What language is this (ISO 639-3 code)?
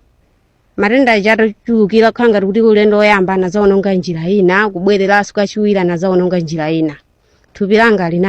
nya